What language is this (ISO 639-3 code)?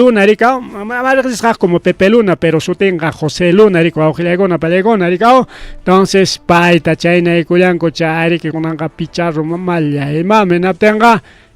quy